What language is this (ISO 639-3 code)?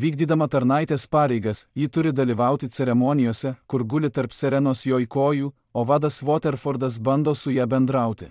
lit